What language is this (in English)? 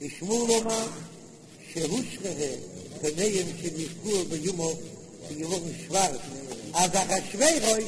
Yiddish